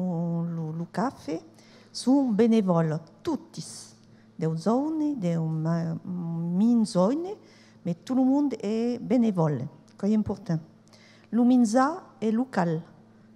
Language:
Occitan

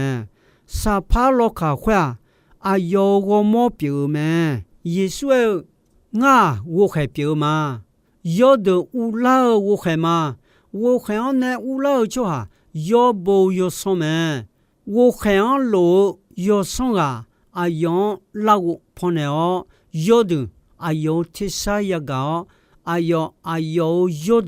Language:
Akha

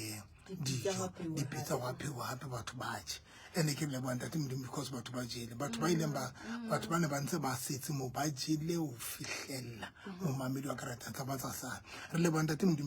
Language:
Southern Sotho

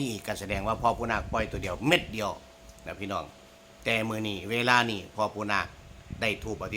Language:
Northeastern Thai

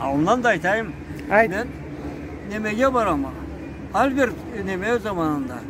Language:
Karachay-Balkar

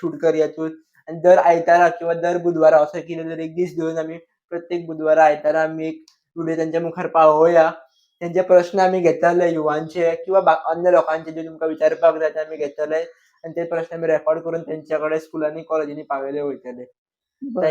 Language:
Konkani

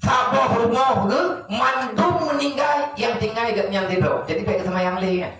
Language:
Achinese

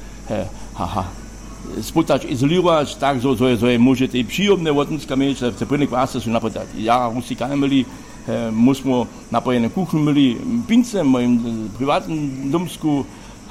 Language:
Upper Sorbian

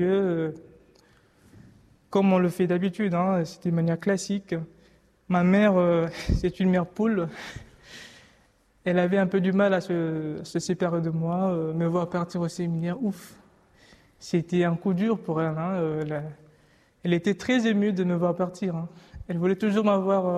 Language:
French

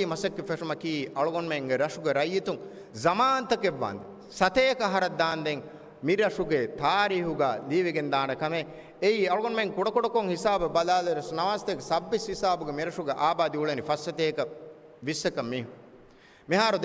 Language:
Divehi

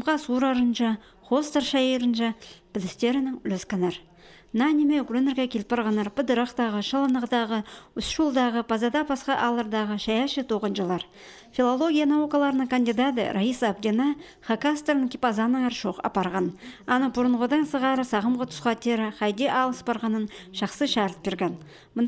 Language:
Khakas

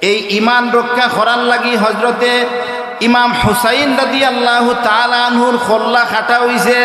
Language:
Sylheti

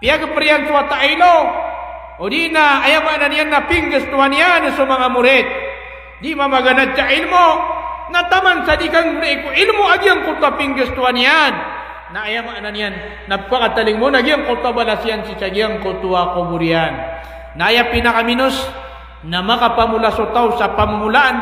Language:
Maranao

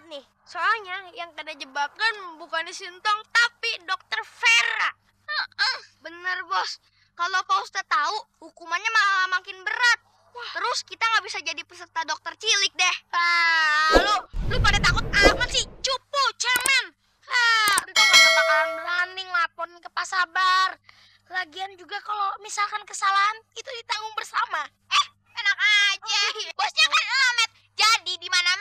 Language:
Betawi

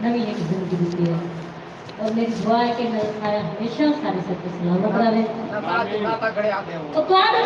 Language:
Saraiki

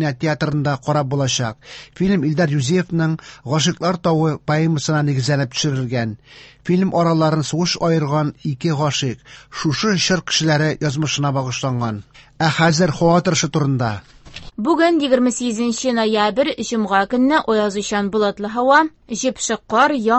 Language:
Tatar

